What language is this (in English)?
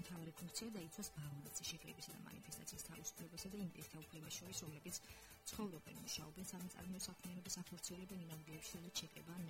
Georgian